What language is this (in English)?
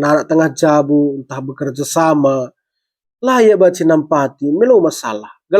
Batak Karo